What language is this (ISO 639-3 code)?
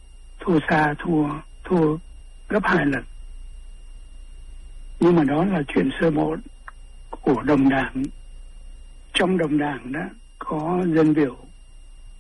vie